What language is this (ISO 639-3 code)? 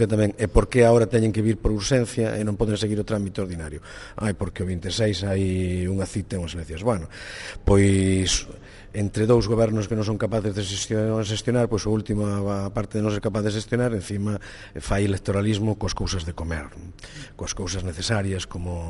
glg